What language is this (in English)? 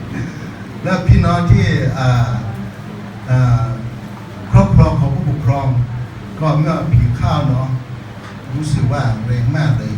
Akha